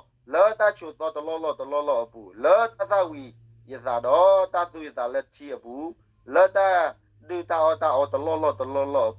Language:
S'gaw Karen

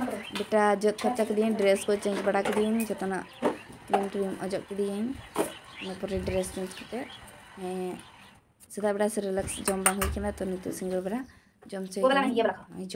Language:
Santali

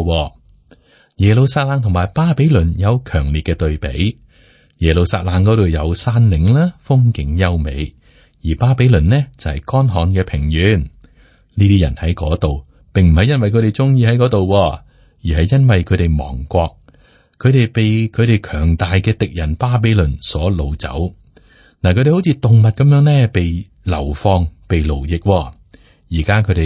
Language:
Cantonese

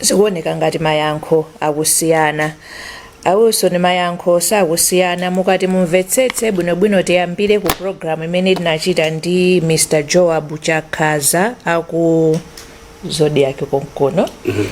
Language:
Nyanja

